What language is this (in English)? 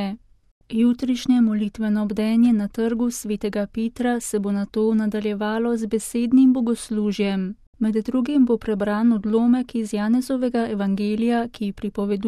Slovenian